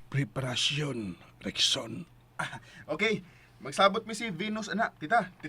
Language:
Cebuano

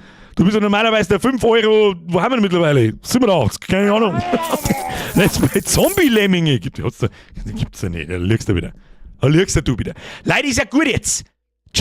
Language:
Bavarian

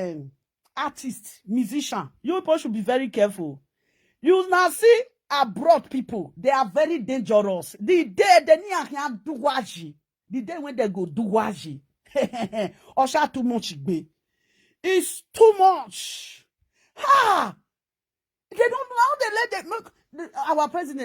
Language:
Nigerian Pidgin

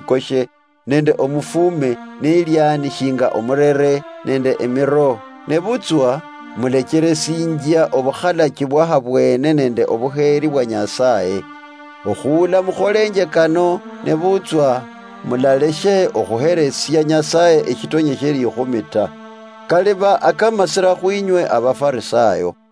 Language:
Luyia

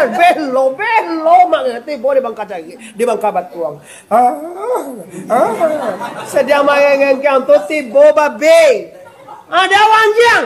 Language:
Minangkabau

